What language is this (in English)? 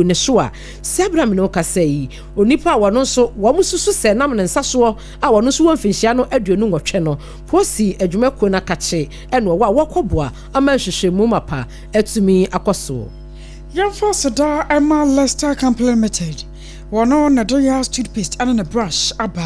Akan